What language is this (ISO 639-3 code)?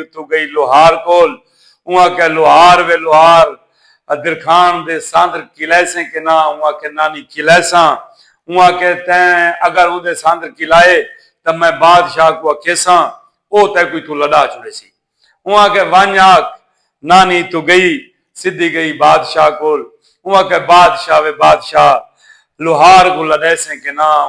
skr